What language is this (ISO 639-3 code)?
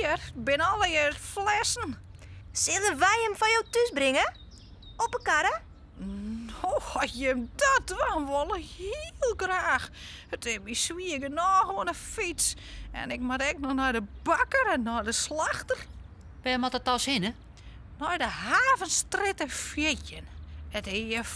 fry